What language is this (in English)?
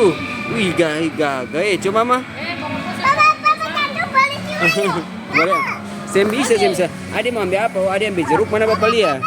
Ambonese Malay